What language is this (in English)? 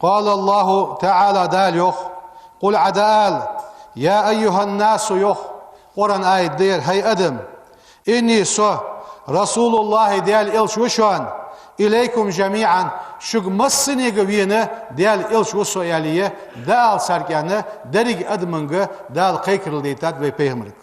Ingush